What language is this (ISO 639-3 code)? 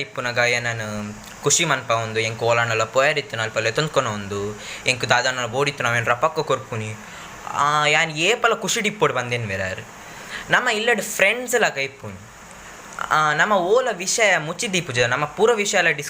tcy